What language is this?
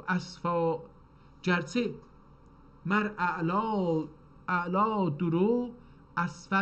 South Azerbaijani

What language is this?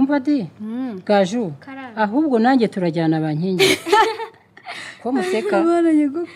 Kinyarwanda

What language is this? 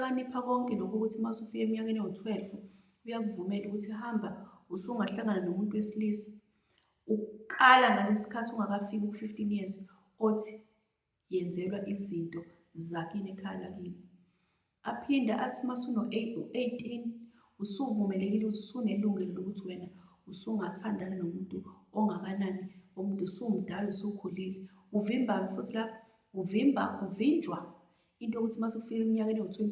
Zulu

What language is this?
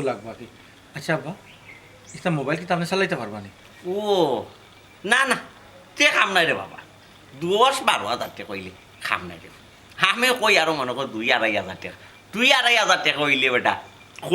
Sylheti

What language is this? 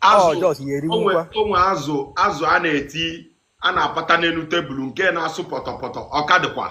Igbo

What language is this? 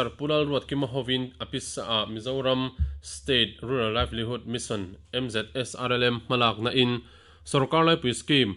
Mizo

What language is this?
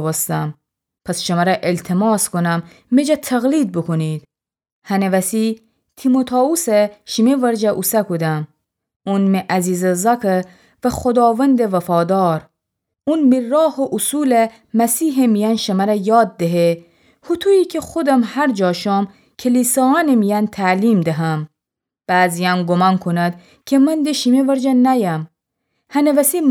Gilaki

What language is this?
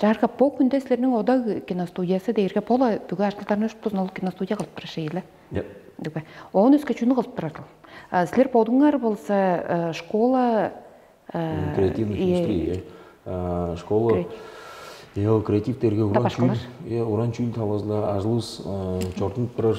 Tuvinian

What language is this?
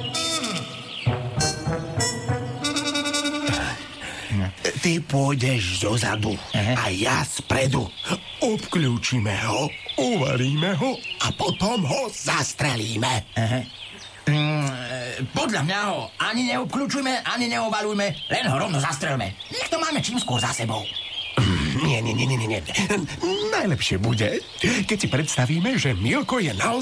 Slovak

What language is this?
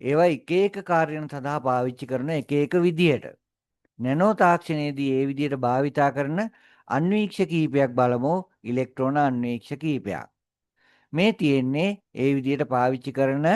Sinhala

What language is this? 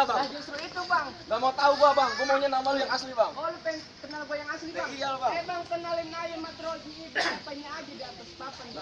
Betawi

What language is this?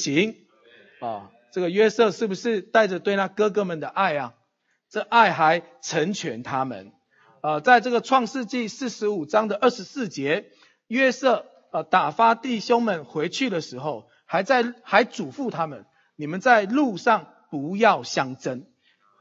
Chinese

